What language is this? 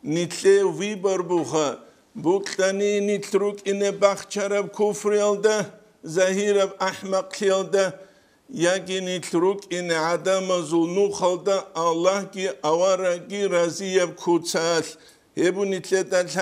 Avaric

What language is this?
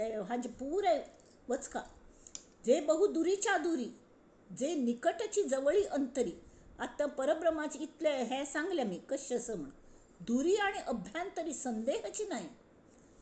Konkani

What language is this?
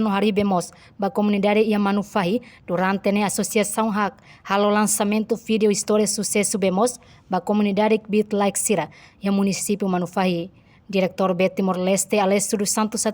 Tetum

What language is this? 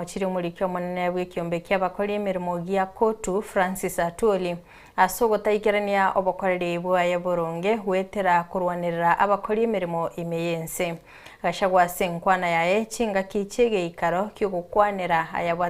Gusii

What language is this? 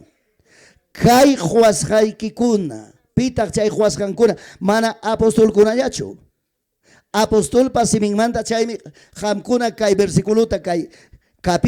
Ayacucho Quechua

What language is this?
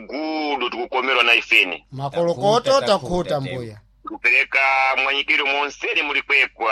Sena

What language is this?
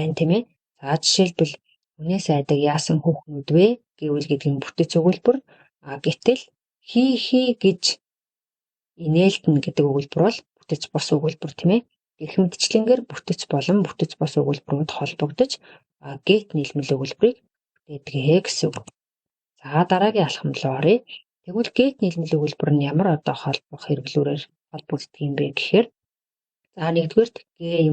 Mongolian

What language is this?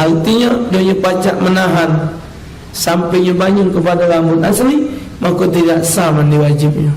Musi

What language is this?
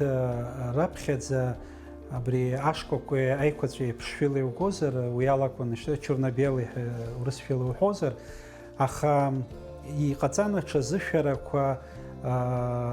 Abkhazian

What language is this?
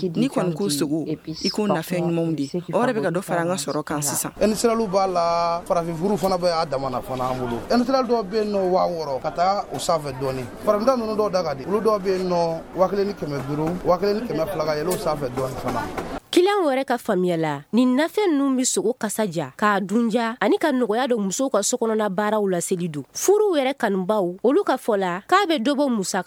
Bambara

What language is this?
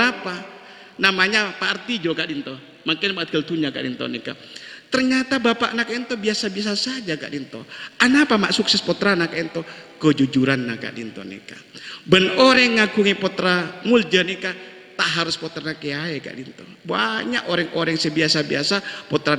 Madurese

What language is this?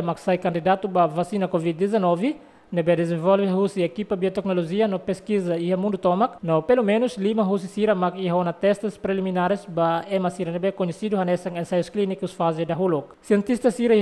Tetum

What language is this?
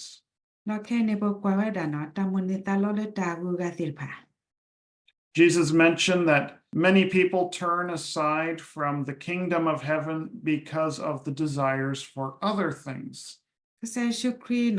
S'gaw Karen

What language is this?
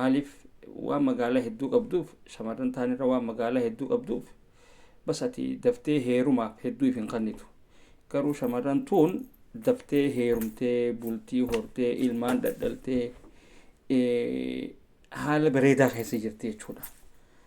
Oromo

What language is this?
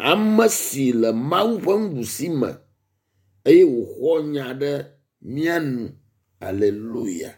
Ewe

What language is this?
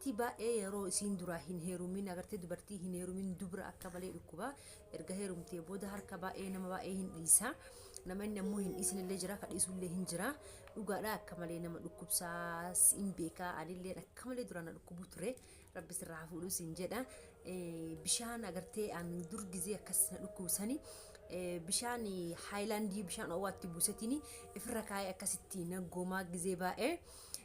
Oromo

